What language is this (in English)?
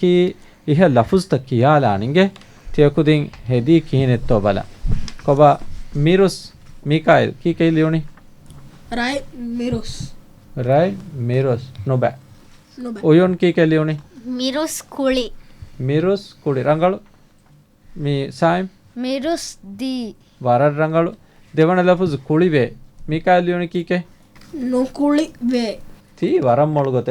Divehi